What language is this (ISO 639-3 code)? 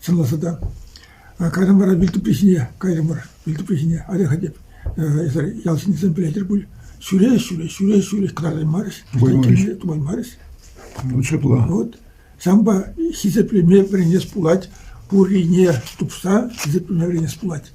chv